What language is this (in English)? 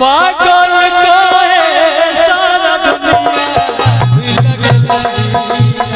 Maithili